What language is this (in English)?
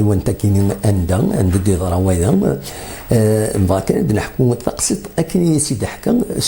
Kabyle